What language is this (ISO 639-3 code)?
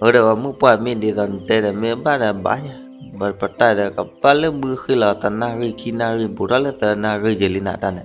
ksw